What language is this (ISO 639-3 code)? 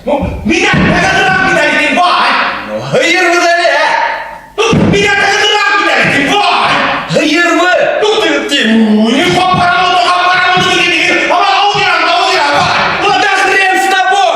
bak